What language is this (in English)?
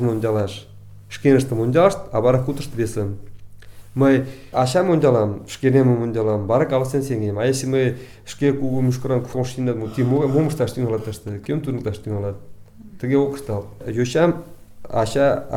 Mari